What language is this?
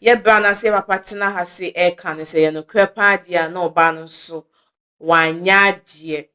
Akan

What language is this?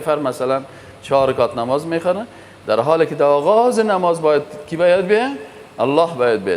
Persian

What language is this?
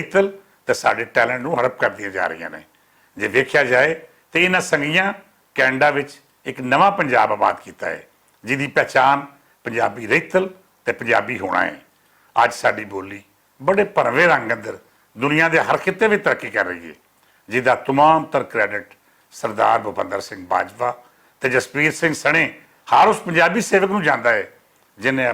Western Panjabi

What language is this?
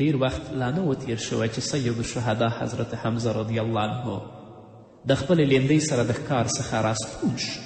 Pashto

